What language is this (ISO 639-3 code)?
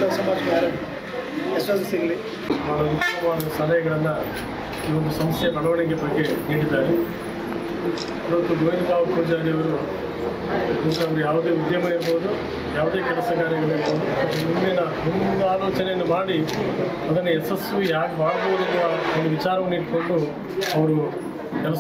kan